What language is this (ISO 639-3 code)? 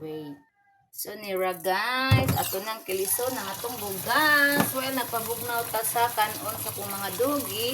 ceb